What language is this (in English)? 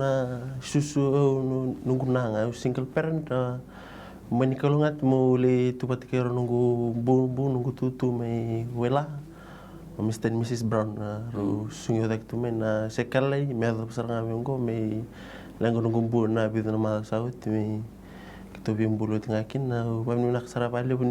Fijian